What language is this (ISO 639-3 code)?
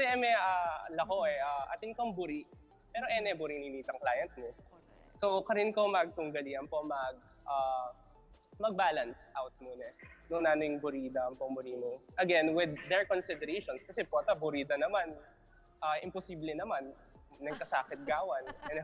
pam